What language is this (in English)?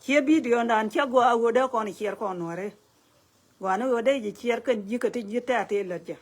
Nuer